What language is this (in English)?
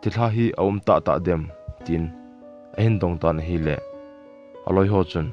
Thado Chin